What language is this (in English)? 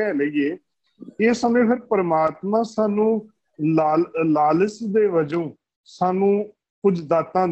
Punjabi